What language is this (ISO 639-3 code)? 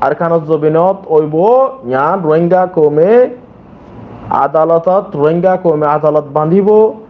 rhg